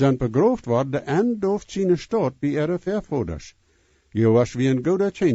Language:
Plautdietsch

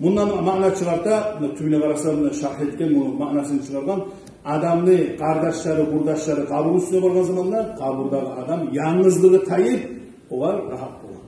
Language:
Kumyk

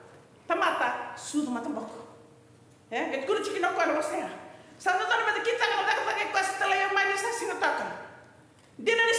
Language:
Fijian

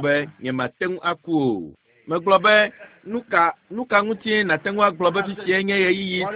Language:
Ewe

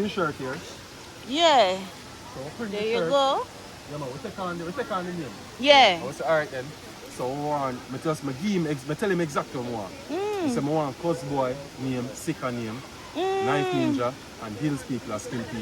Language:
Jamaican Creole English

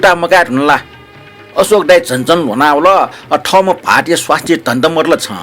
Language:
Newari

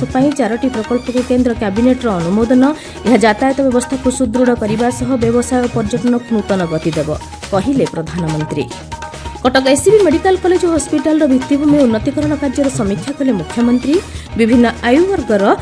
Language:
Odia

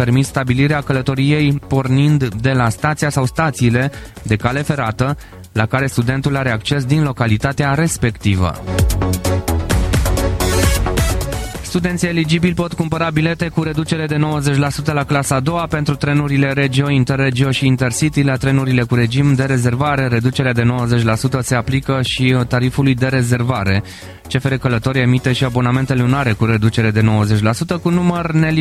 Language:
Romanian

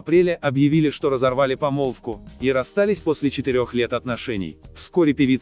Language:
Russian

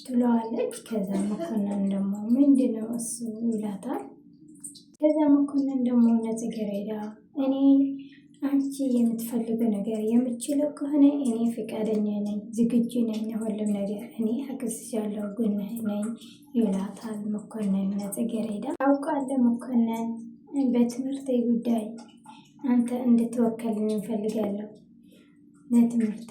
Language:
Amharic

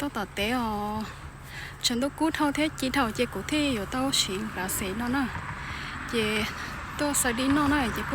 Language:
Hmong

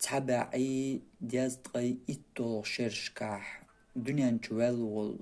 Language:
Chechen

